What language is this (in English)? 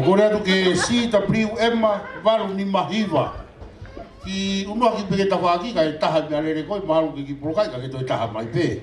Tongan